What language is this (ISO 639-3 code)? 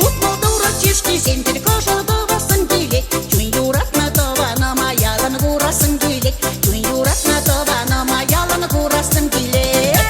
chv